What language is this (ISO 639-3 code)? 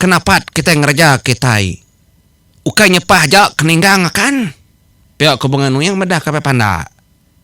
iba